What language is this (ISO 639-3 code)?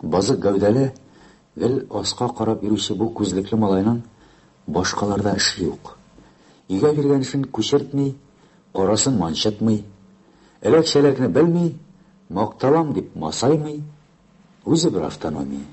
tat